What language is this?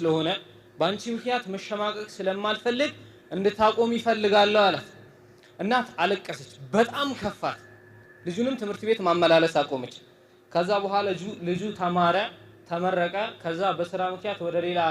Amharic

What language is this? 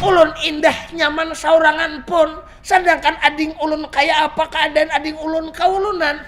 Banjar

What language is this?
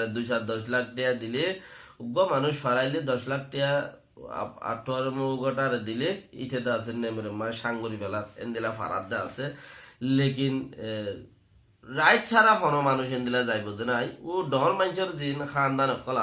Rohingya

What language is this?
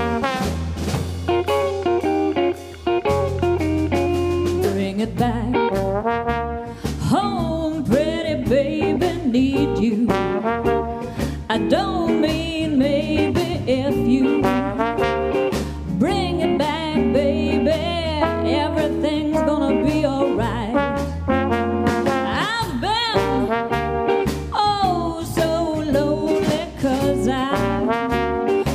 English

